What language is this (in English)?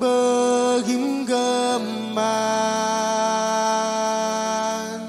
Marshallese